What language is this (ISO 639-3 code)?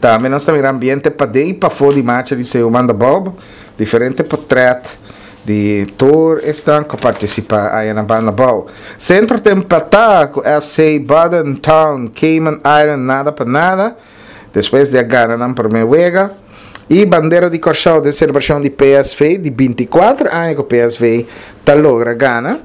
pap